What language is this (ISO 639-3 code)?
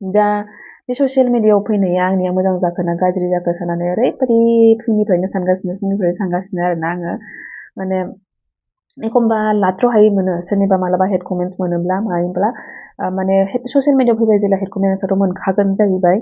brx